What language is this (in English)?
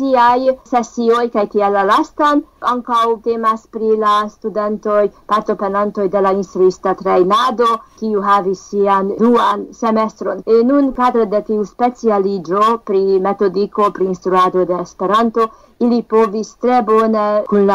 Esperanto